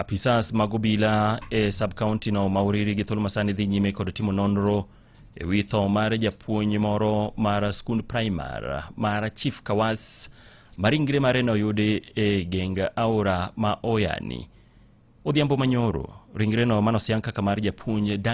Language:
Luo (Kenya and Tanzania)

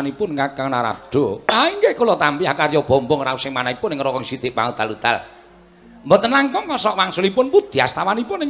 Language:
Javanese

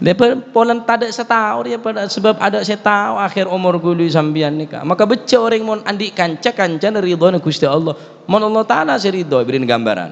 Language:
Madurese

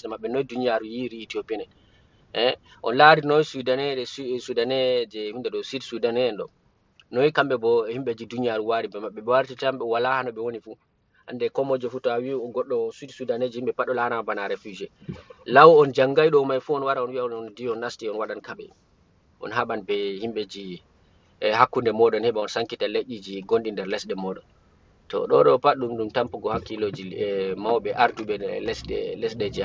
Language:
Fula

